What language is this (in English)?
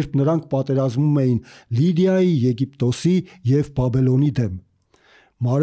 Armenian